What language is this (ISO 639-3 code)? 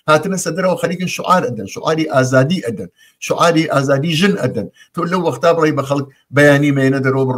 ckb